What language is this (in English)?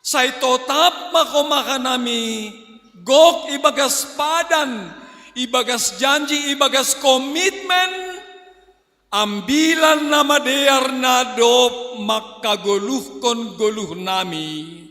Batak Simalungun